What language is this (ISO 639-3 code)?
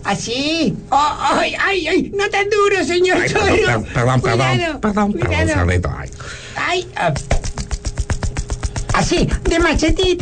spa